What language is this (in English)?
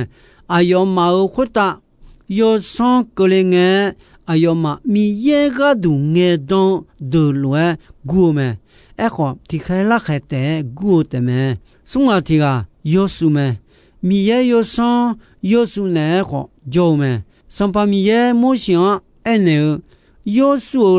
Akha